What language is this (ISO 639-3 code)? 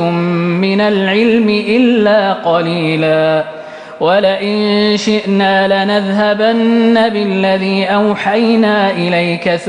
ara